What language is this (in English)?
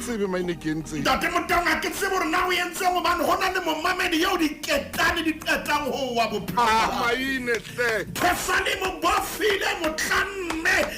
Southern Sotho